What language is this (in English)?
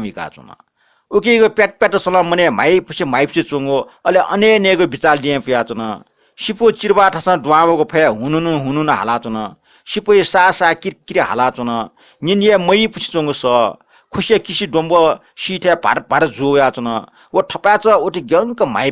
Newari